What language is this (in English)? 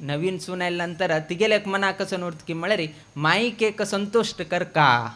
Konkani